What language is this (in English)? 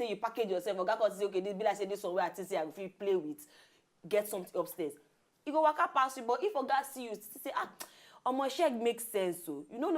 Nigerian Pidgin